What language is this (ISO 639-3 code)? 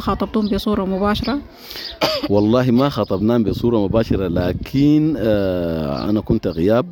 apd